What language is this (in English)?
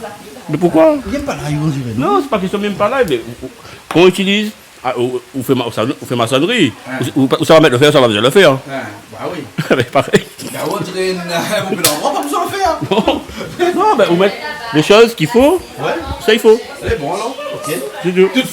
Réunion Creole French